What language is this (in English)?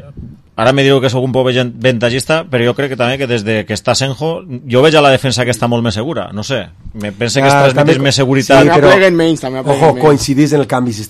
Catalan